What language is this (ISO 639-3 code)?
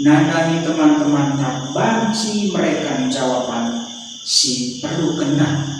btx